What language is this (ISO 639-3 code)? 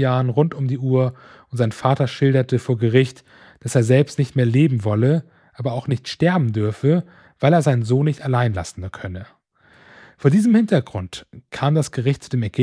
deu